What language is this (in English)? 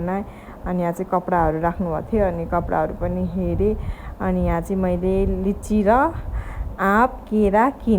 Nepali